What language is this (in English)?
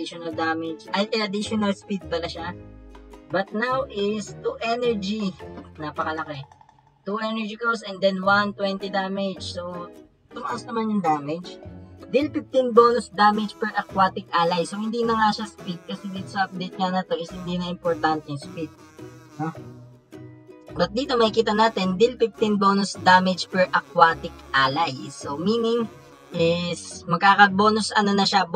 Filipino